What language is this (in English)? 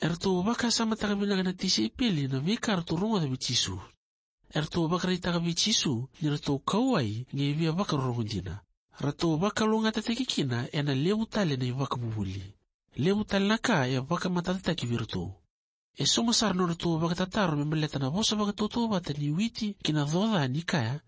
Fijian